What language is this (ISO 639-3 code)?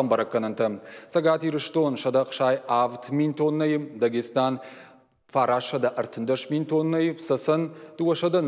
oss